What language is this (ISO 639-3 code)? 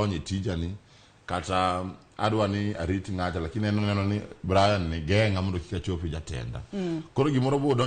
luo